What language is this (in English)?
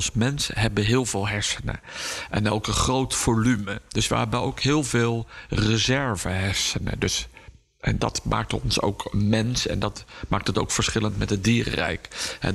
Dutch